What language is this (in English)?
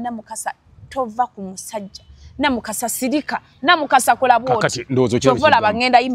Ganda